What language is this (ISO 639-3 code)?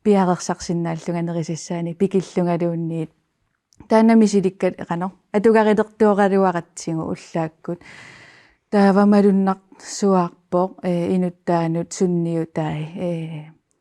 kal